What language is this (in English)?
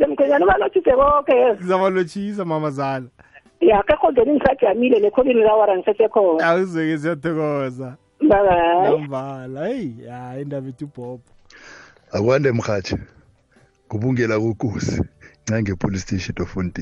South Ndebele